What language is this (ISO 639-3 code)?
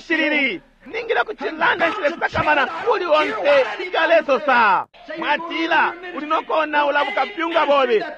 bem